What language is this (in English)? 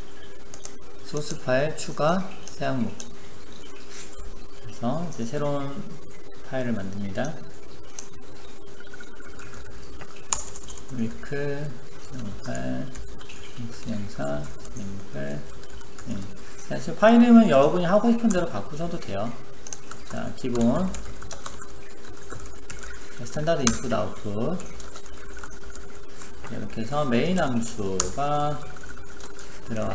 Korean